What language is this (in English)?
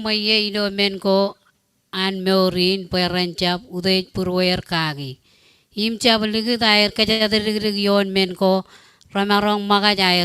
Marshallese